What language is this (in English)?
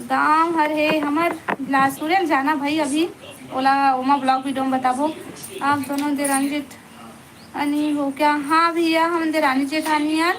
Chhattisgarhi